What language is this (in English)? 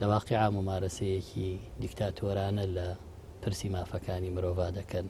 Central Kurdish